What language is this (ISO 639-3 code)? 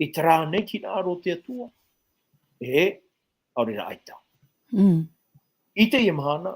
tah